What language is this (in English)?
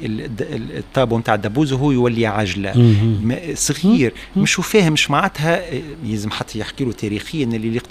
Tunisian Arabic